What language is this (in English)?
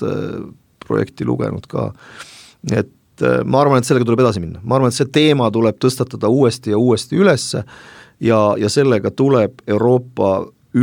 Estonian